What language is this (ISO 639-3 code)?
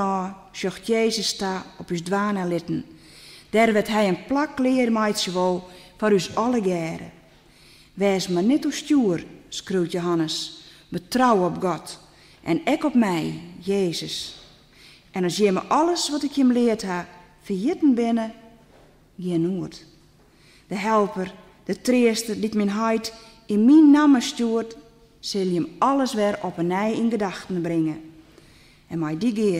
fry